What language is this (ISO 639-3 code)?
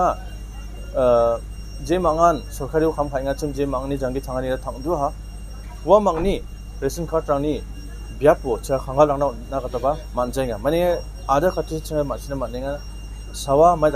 grt